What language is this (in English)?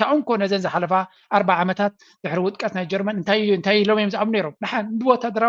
Tigrinya